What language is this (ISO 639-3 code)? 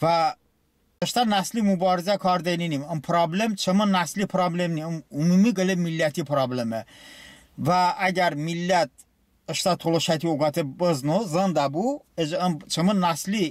tly